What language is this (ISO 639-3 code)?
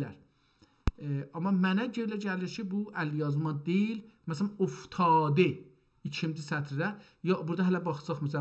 azb